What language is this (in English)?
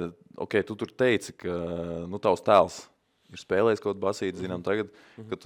Latvian